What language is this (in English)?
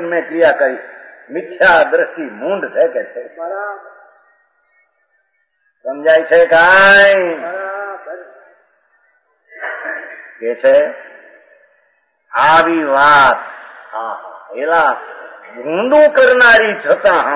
Gujarati